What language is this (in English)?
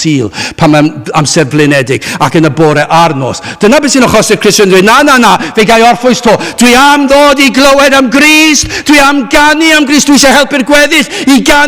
Welsh